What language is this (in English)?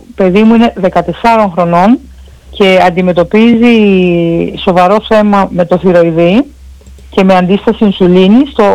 Greek